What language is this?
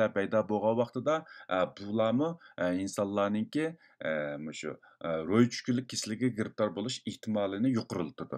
Uyghur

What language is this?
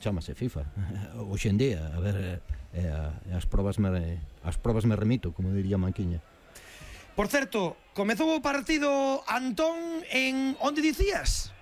Galician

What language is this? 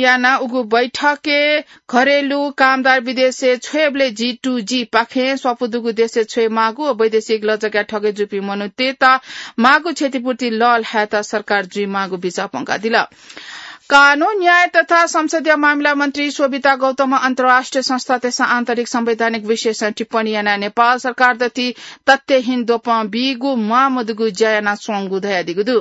Newari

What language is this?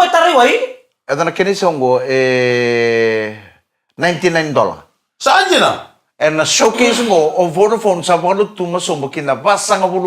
Fijian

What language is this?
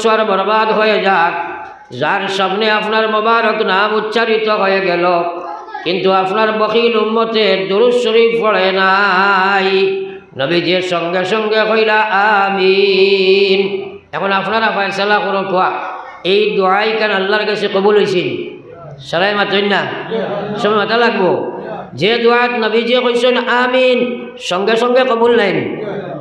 Sylheti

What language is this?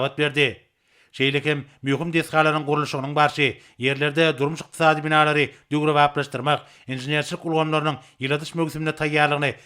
Turkmen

